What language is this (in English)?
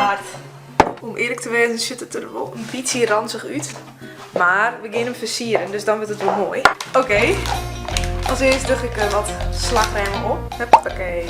Western Frisian